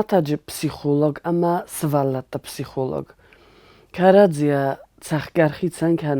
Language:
Ossetic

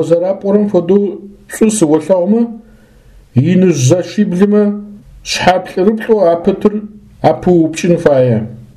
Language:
Adyghe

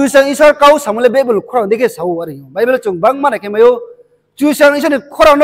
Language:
Riang (India)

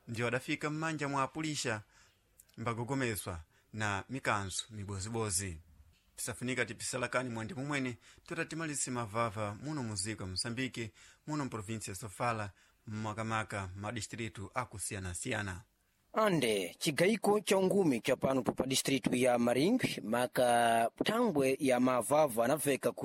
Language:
Sena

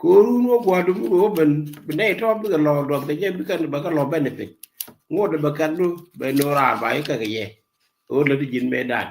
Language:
Nuer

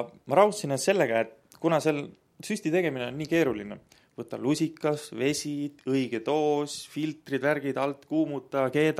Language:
Estonian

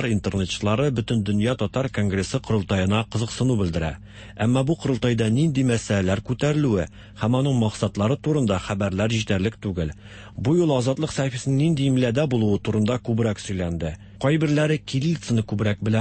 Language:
Tatar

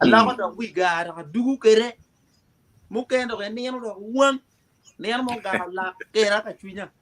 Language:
Acoli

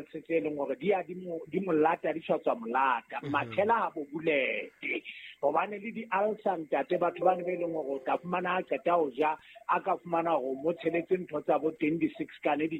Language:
Southern Sotho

